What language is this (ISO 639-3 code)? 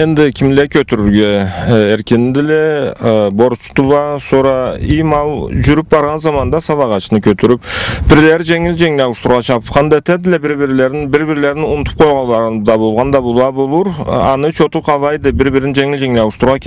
krc